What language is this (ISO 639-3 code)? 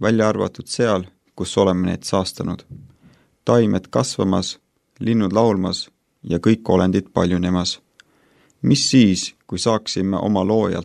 est